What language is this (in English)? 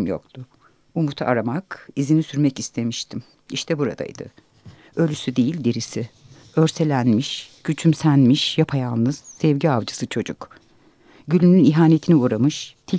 Turkish